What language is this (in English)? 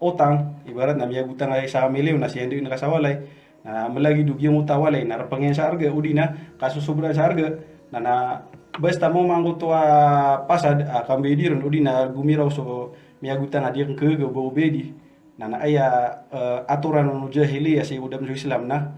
Maranao